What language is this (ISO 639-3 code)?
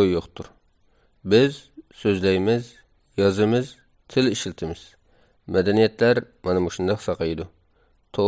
uig